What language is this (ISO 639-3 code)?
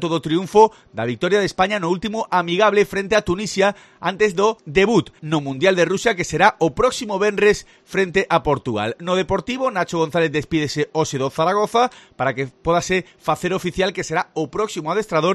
glg